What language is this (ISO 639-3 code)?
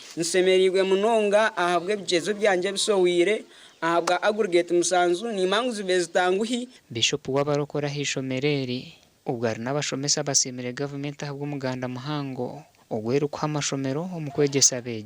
nyn